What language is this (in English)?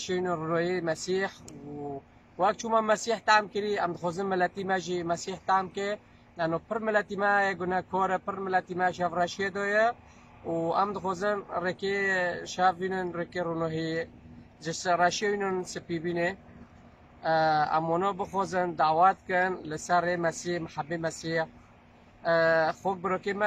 Kurdish